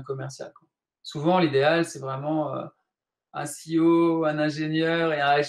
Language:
French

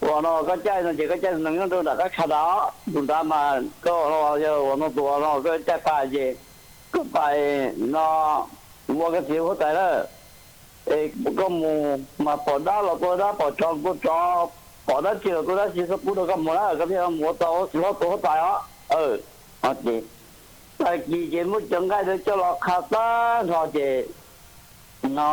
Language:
Hmong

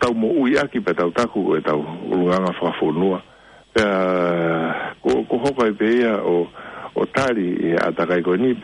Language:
Tongan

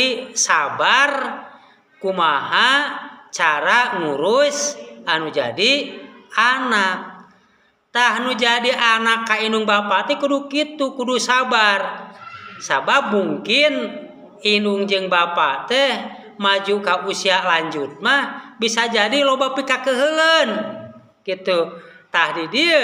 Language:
Sundanese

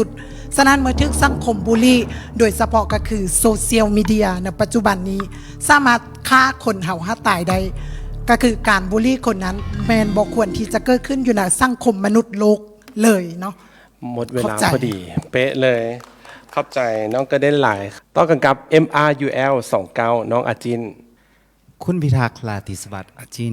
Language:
Lao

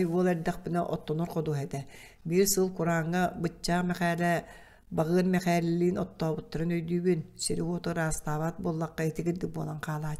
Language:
Yakut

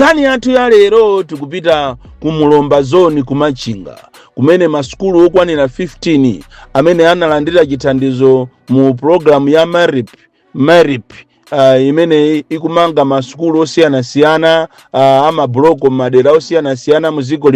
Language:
Nyanja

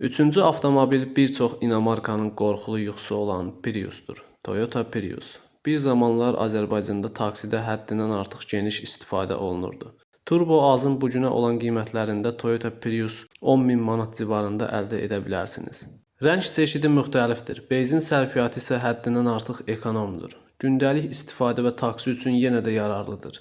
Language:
Azerbaijani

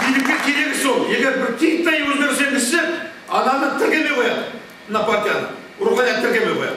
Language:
Kazakh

